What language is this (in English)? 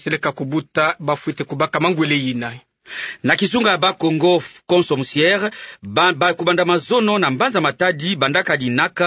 Kituba (Democratic Republic of Congo)